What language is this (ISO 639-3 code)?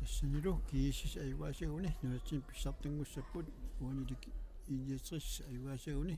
kal